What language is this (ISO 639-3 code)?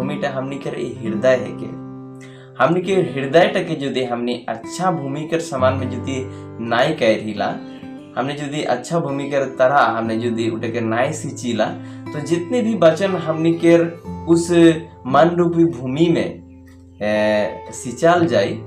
sck